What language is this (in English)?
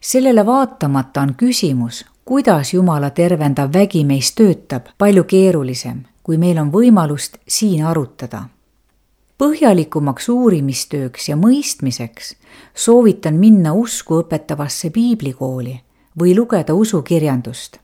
Estonian